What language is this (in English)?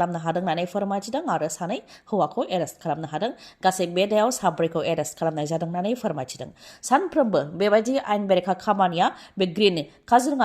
Bodo